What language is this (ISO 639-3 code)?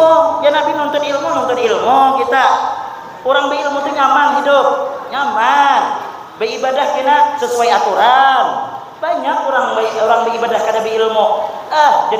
bjn